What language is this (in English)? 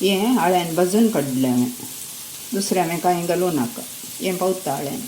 Konkani